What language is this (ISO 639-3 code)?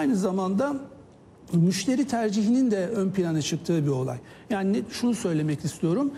tur